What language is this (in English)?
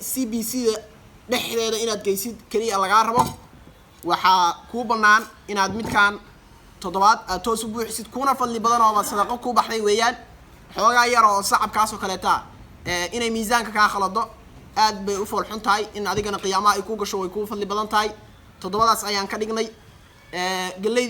Somali